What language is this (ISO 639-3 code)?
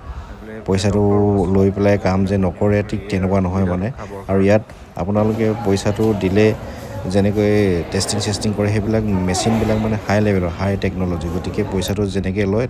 asm